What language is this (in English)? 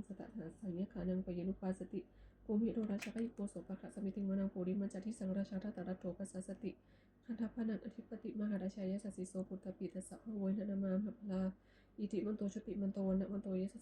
Pali